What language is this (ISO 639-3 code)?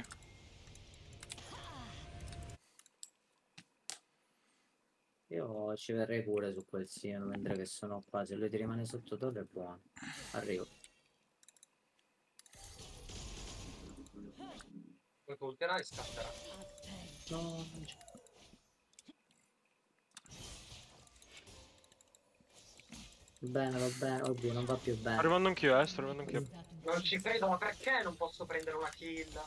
ita